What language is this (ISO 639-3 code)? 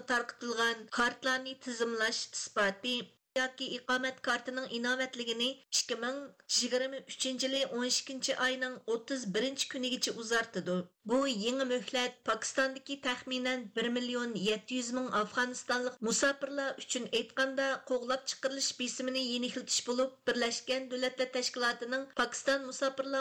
uig